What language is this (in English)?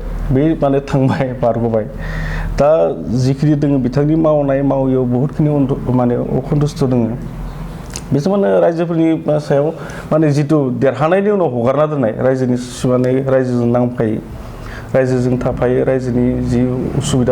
Bodo